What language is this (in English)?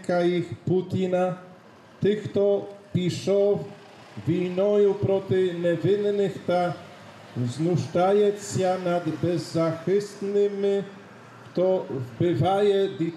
Ukrainian